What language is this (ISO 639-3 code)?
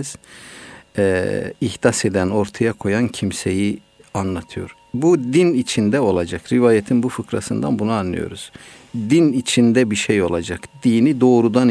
tur